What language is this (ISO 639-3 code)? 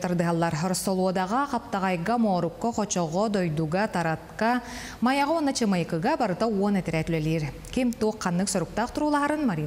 sah